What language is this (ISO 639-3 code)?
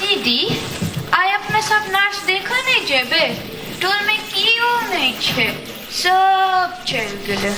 mai